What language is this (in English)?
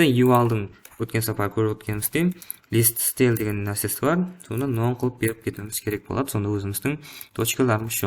Kara-Kalpak